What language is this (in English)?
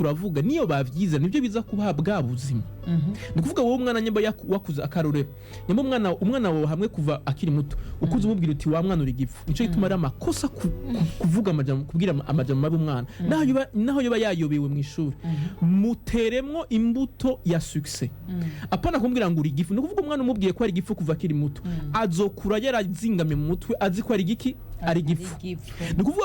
Rundi